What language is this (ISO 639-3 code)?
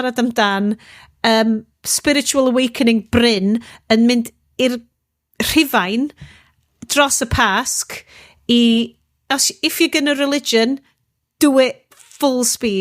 cym